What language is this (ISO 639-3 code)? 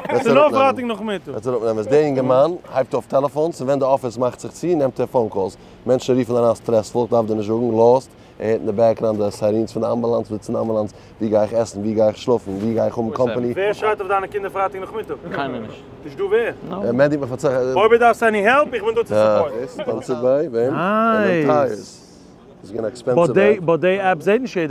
yid